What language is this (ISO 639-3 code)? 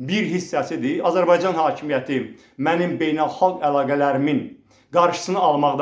aze